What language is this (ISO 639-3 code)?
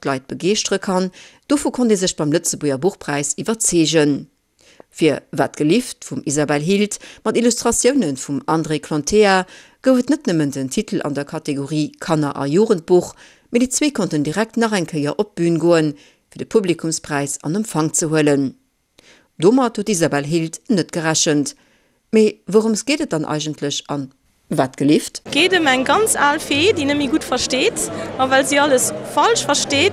ltz